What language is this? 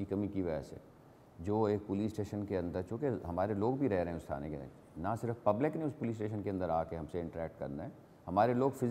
Urdu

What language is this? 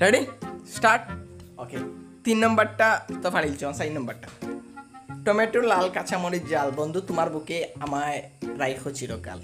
Sylheti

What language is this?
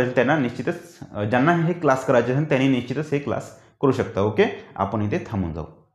Marathi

